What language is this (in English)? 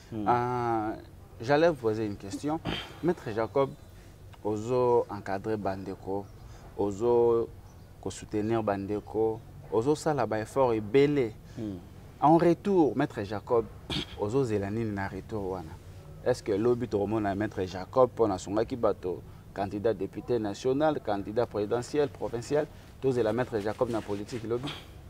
Lingala